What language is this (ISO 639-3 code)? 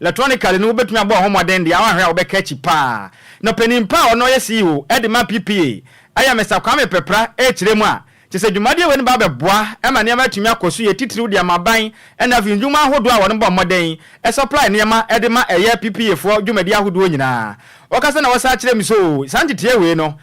aka